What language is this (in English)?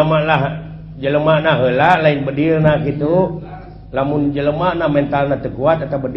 Sundanese